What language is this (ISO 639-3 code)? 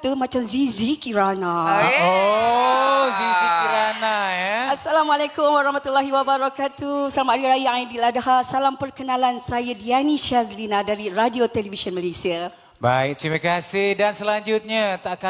msa